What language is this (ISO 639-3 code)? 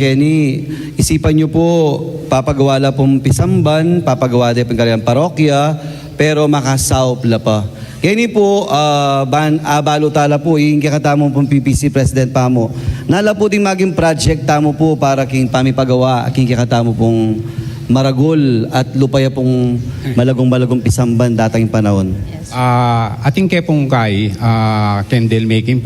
pam